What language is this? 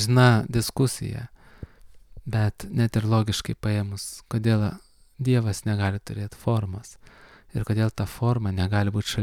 Lithuanian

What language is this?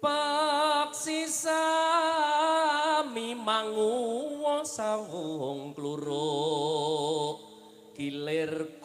Javanese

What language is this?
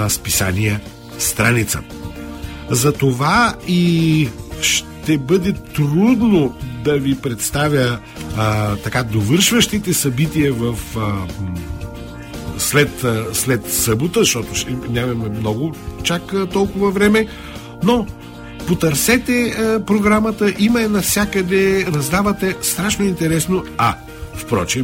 Bulgarian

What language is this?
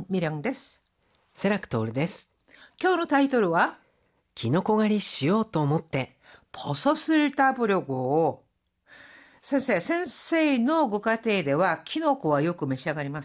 Japanese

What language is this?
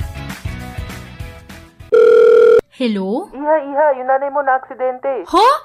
Filipino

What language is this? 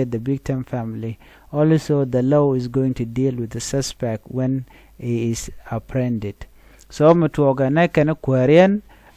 Nuer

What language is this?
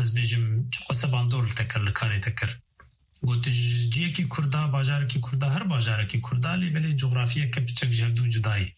Kurdish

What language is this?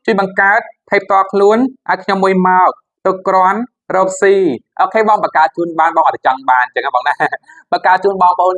Khmer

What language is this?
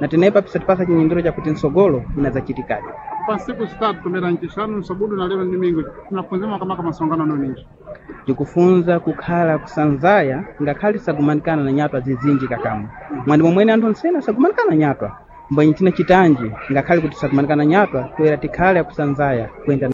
Sena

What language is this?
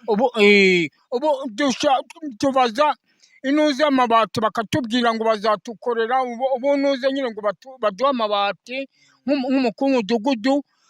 Kinyarwanda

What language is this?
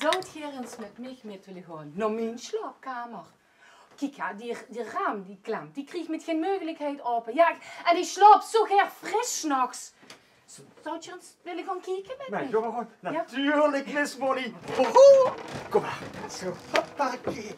Limburgish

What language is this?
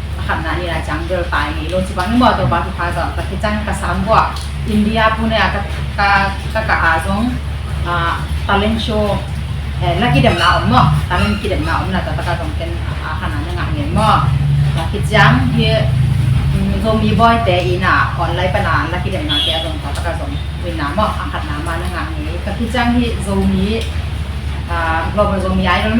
Tedim Chin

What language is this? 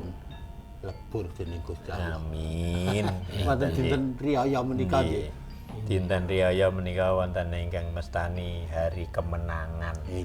Javanese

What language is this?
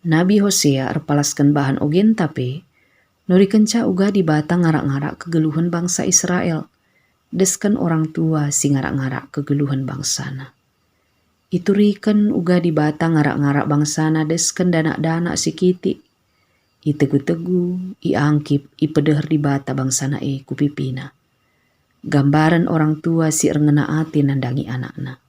Batak Karo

